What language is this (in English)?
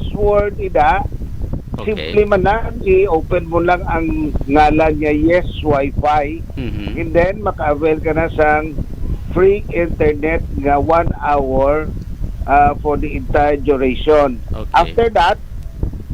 Hiligaynon